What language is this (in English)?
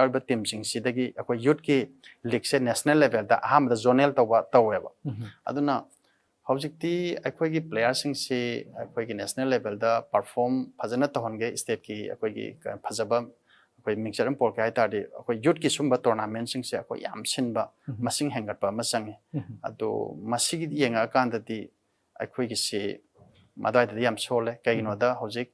Manipuri